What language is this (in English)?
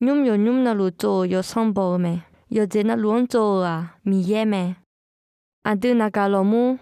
Akha